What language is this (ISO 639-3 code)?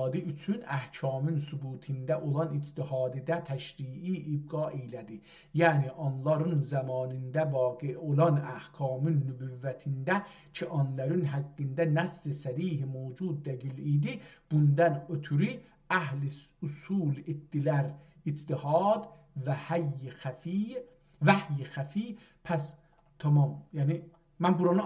azb